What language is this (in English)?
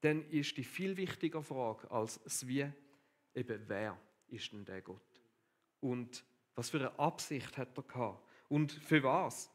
Swiss German